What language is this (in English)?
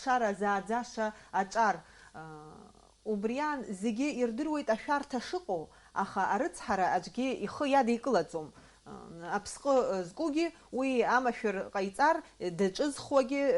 Abkhazian